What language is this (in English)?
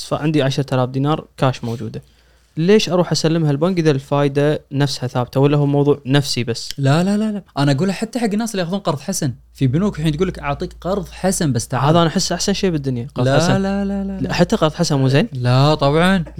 Gulf Arabic